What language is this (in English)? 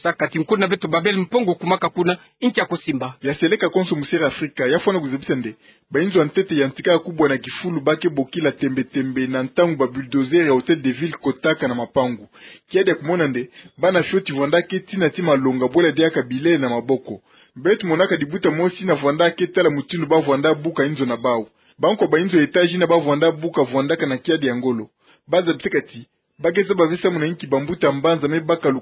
Kituba (Democratic Republic of Congo)